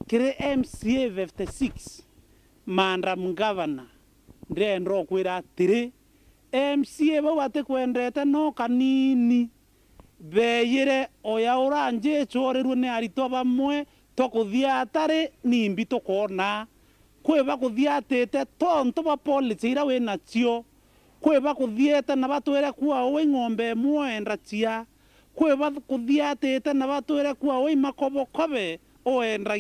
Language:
Meru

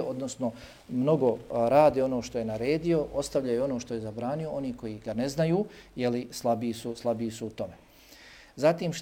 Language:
Bosnian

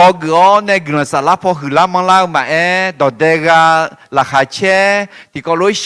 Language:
Akha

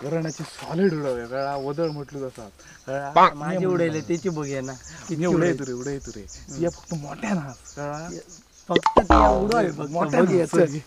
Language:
Konkani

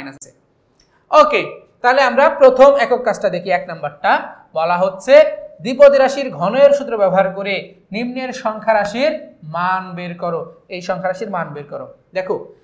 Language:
Bangla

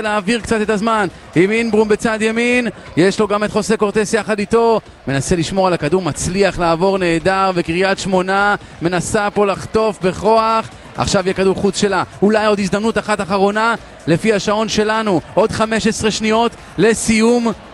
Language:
Hebrew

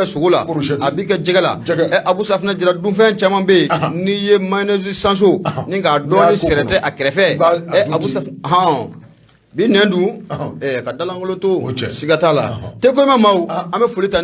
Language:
Bambara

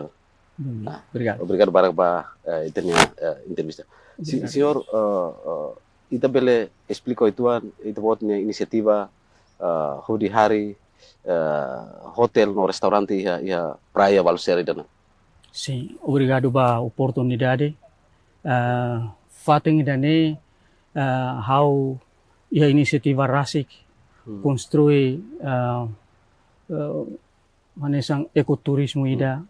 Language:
Tetum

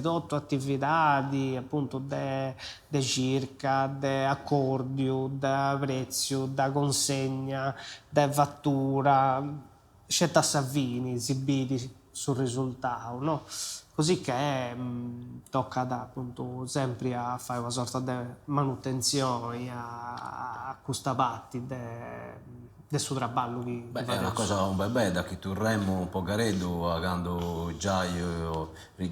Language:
Sardinian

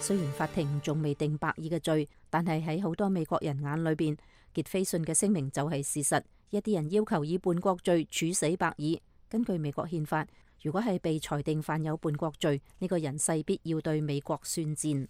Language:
Cantonese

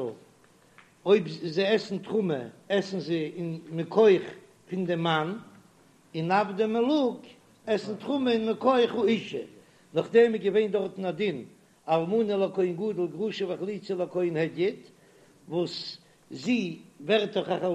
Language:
Yiddish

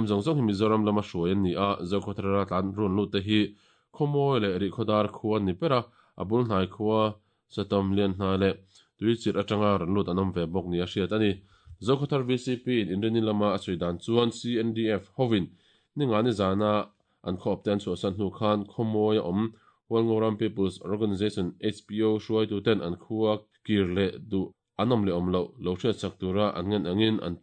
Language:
Mizo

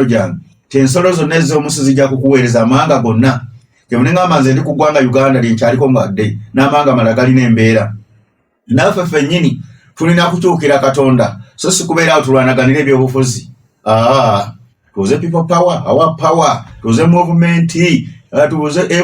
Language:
Ganda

